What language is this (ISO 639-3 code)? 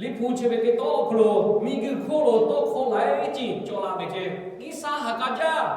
lhu